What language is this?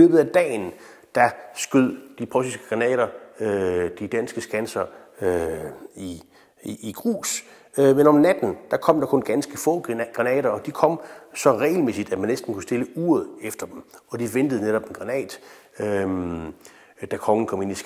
Danish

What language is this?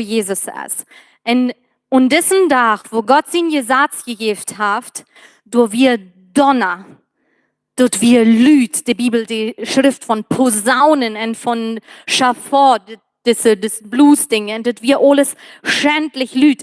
Plautdietsch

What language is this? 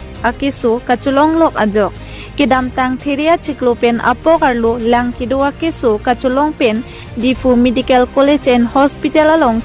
Karbi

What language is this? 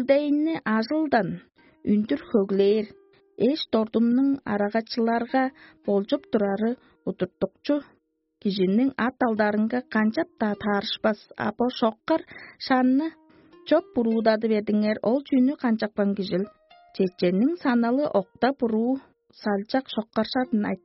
Tuvinian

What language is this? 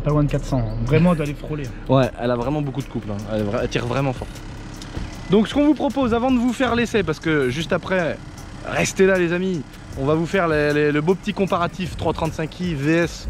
French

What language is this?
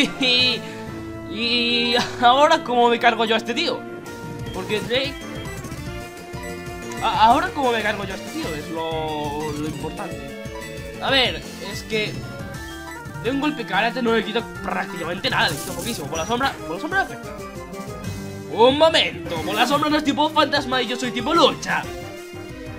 Spanish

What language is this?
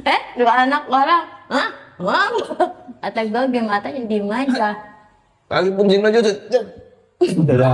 Betawi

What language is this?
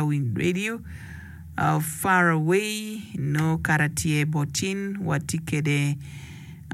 Acoli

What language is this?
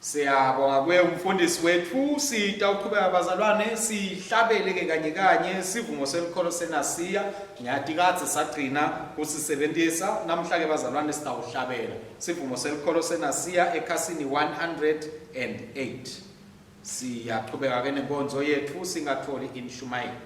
Swati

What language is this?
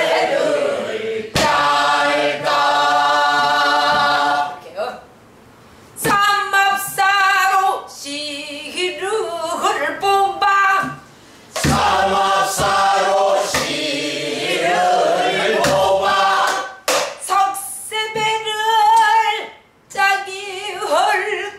Korean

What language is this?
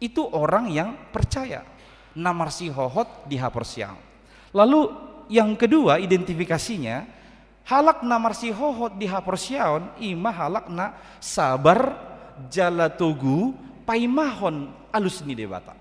Batak Toba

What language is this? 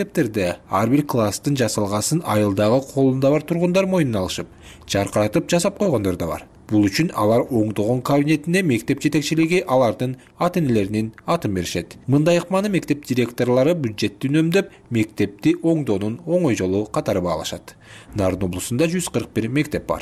Kyrgyz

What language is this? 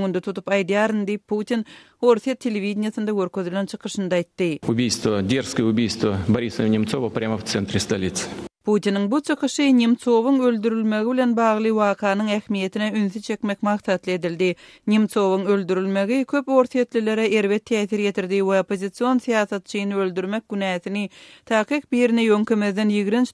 Turkmen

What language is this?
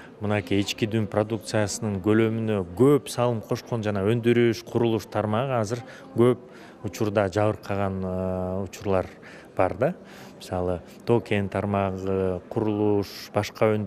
Kyrgyz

